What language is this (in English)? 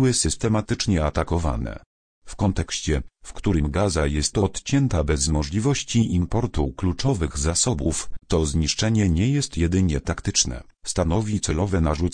Polish